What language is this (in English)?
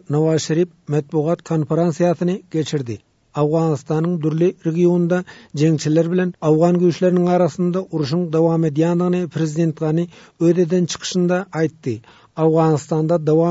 Turkmen